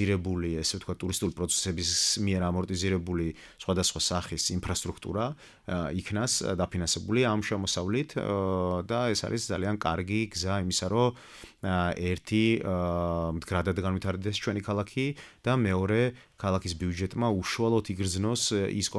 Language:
Georgian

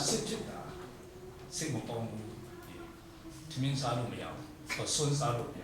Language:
Kachin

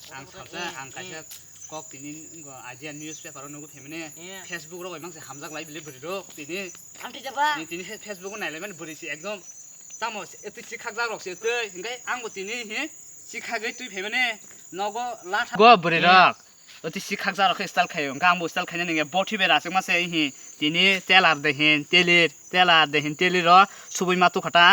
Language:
Kok Borok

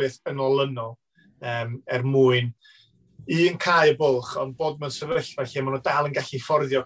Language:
Welsh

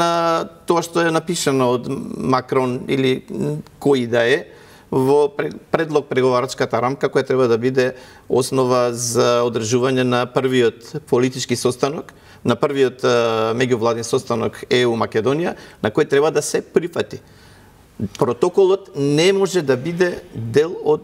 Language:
Macedonian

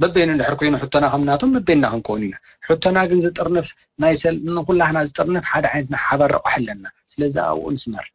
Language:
Tigrinya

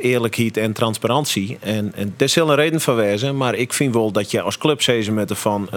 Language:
Western Frisian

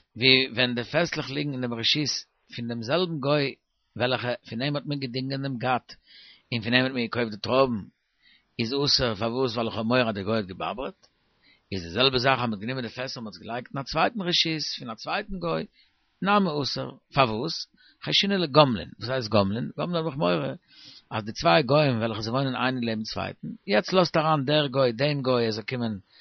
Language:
Yiddish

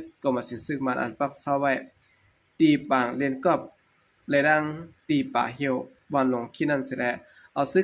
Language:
Shan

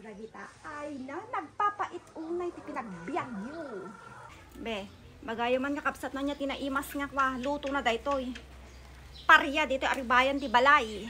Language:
Iloko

